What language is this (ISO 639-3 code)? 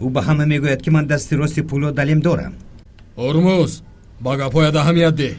tgk